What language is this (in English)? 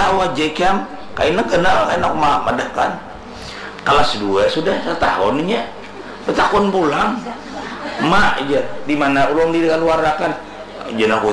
Banjar